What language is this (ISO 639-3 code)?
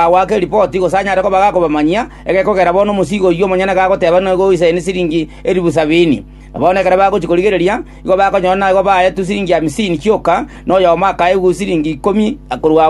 guz